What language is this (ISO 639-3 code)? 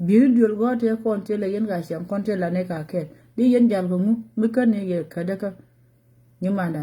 nus